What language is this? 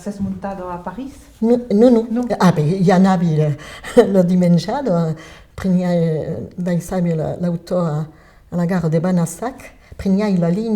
Occitan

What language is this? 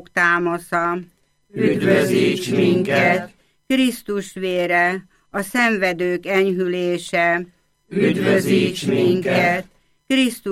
Hungarian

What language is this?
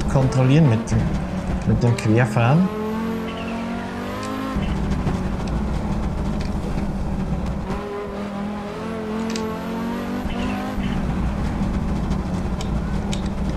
German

